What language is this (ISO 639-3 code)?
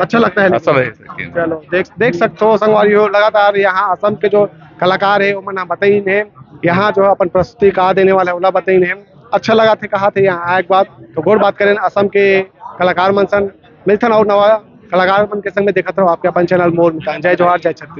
hne